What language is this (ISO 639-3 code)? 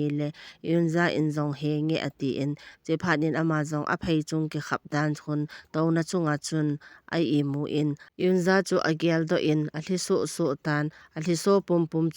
tcz